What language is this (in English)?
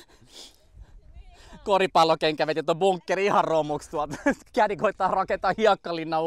Finnish